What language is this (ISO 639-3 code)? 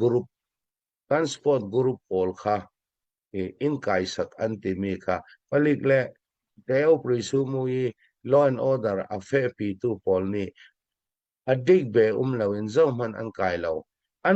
cfm